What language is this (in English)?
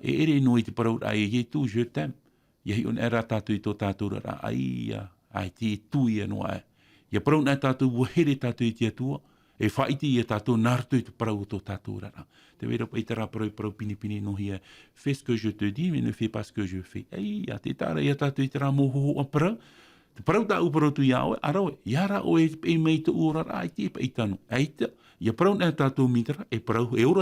Tahitian